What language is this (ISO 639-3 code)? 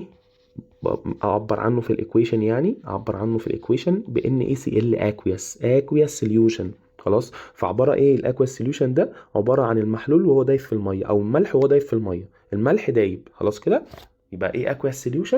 arz